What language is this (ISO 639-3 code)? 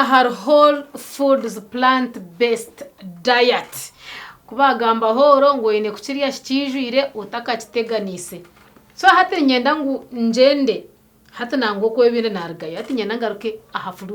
nyn